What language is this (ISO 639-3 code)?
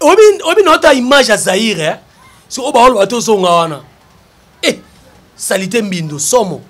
lin